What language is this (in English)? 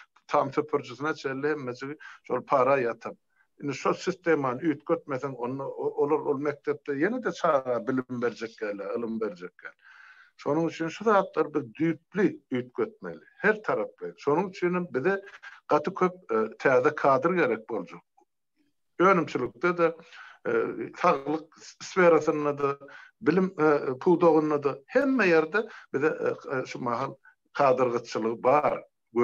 Turkmen